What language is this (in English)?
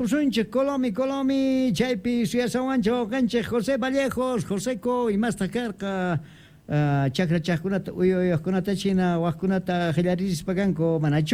South Bolivian Quechua